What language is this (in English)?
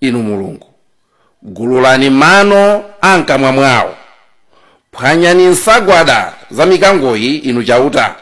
Nyanja